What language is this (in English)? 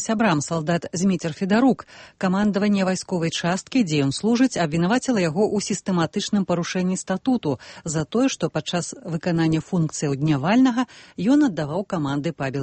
Belarusian